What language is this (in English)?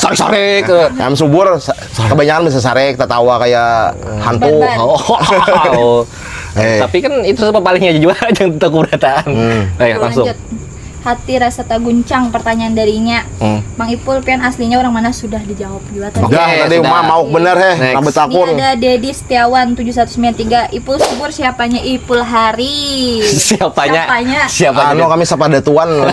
Banjar